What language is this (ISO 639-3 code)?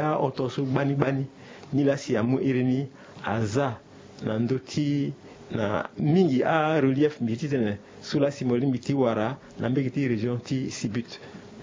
sag